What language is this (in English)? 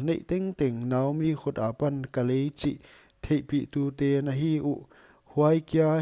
Paite Chin